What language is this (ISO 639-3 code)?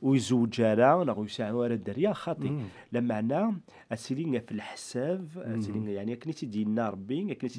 kab